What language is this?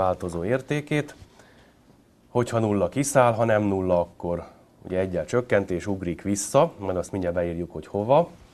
Hungarian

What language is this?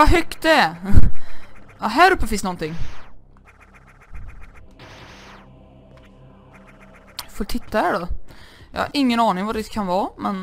Swedish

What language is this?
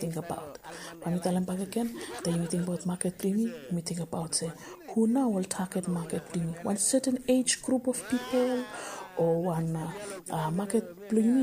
Bislama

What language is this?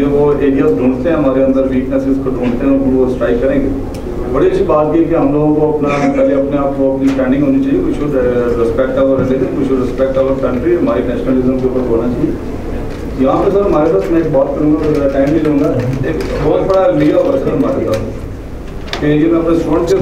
Urdu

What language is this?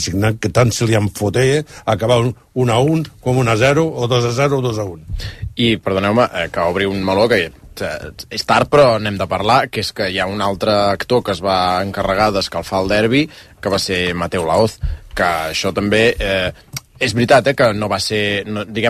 Catalan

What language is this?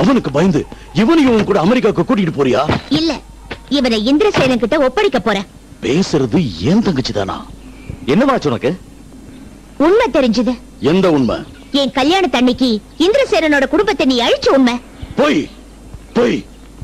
Tamil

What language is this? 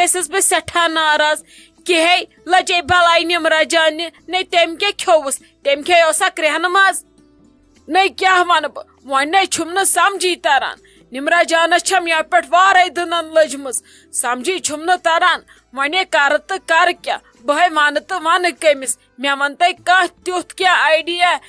Kashmiri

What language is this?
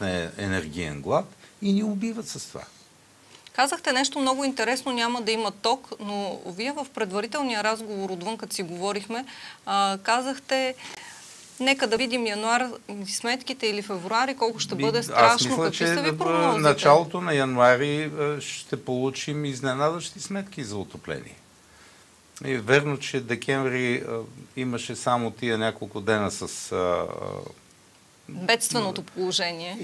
Bulgarian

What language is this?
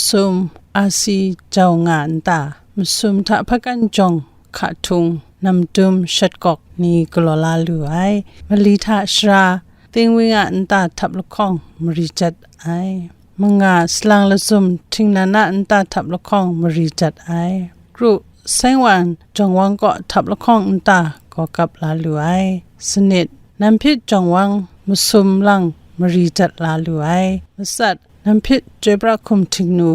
Kachin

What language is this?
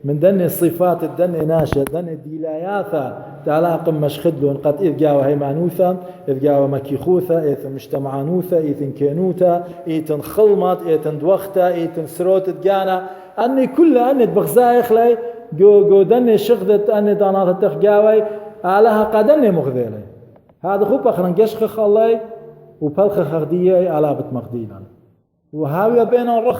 Assyrian Neo-Aramaic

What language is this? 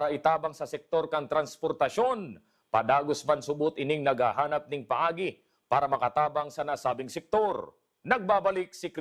Bikol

